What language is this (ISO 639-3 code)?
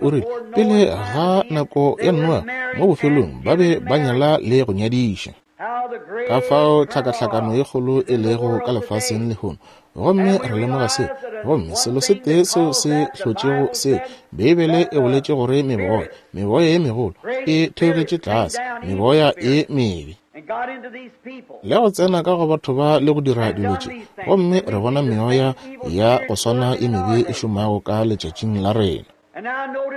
nso